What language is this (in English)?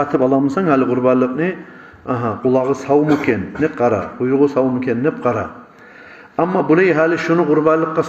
Kumyk